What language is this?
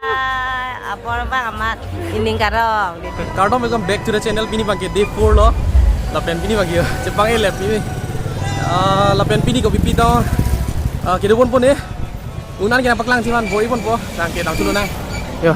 Karbi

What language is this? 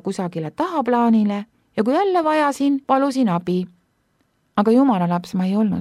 Estonian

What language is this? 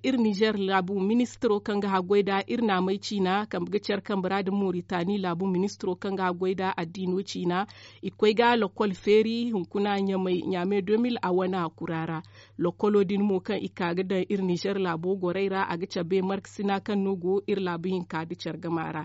Zarma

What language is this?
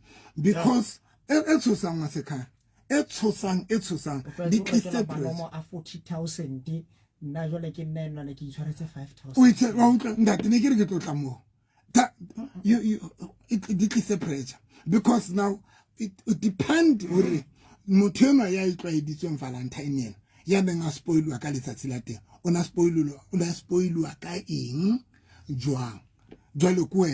Southern Sotho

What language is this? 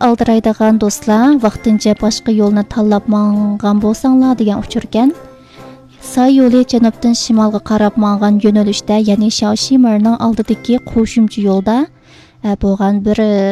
Uyghur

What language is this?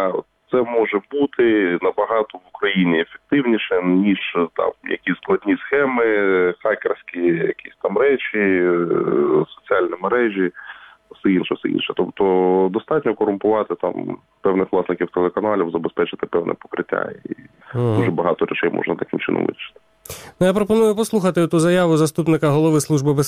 Ukrainian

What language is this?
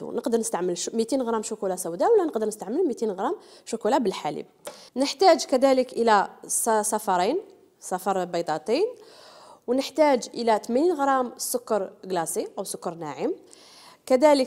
Algerian Arabic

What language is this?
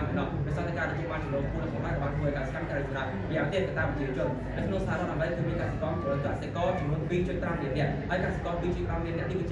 Khmer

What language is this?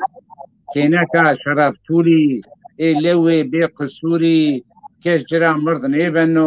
Zaza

